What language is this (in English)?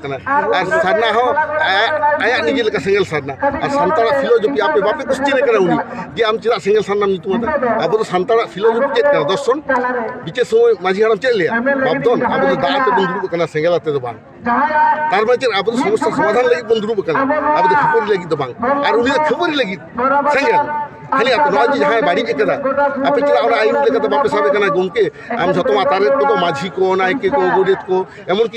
Santali